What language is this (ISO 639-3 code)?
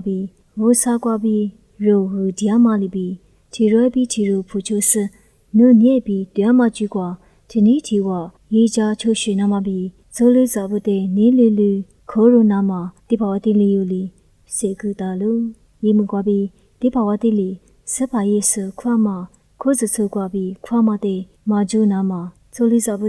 lis